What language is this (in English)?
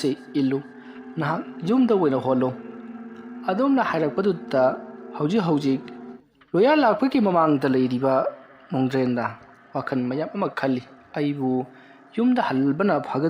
Manipuri